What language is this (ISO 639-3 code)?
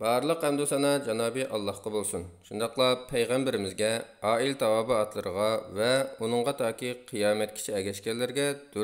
uig